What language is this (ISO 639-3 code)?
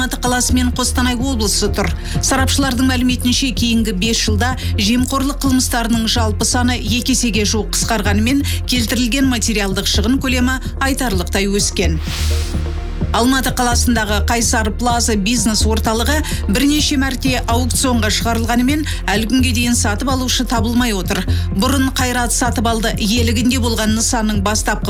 kaz